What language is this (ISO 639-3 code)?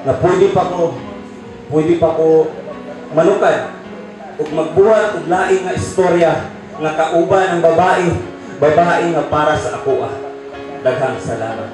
ceb